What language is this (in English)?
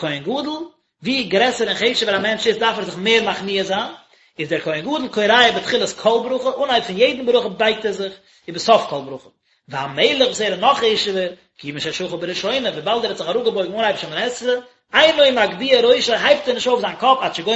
Yiddish